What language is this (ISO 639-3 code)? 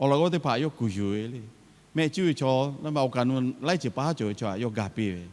lhu